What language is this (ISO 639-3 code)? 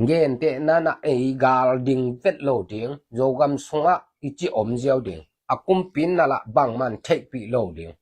ctd